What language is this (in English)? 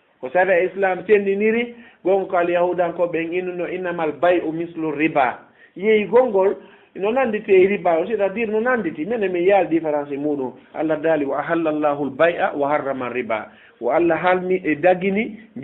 Fula